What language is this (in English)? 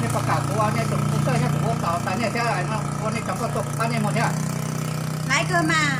Hmong